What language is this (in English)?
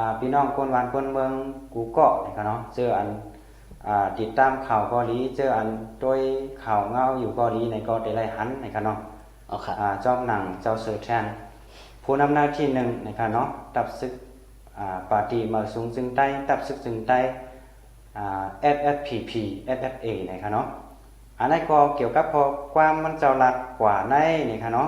Shan